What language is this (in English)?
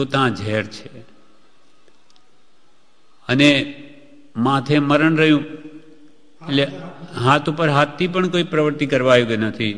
Gujarati